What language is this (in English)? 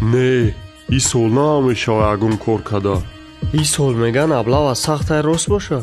Tajik